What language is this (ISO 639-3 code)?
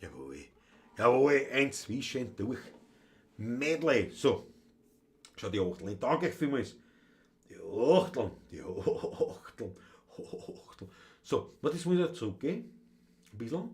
bar